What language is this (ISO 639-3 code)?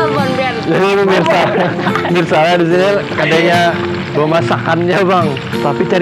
bjn